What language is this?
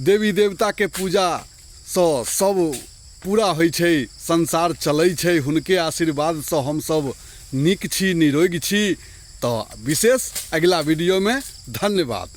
Maithili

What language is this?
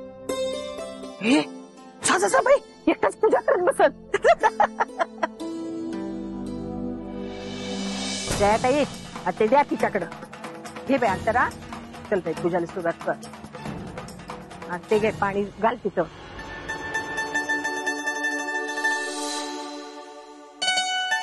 Marathi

